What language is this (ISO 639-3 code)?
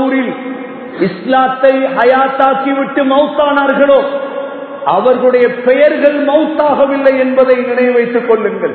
tam